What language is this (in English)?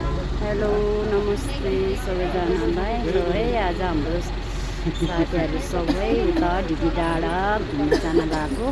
Nepali